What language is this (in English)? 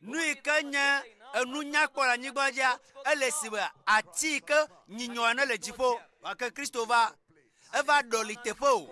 Ewe